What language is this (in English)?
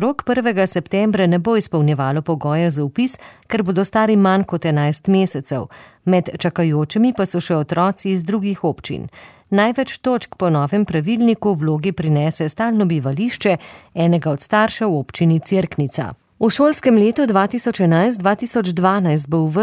Slovenian